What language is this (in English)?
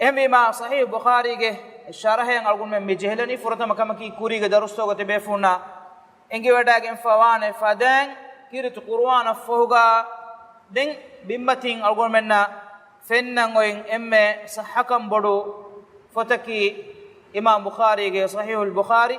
Divehi